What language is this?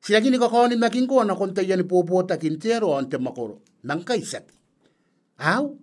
Gilbertese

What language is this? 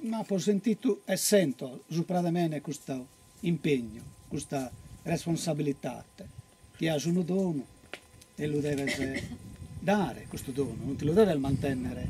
Sardinian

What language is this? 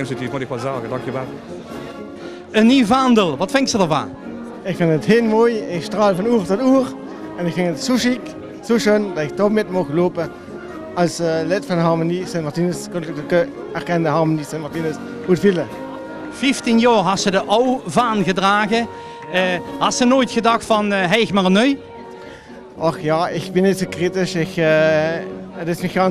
Dutch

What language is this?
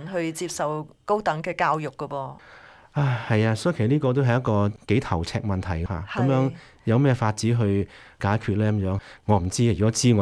Cantonese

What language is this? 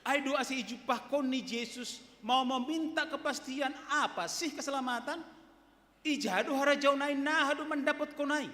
Batak Simalungun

